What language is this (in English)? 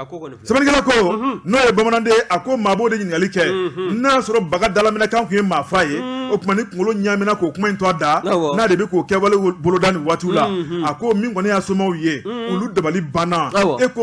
Bambara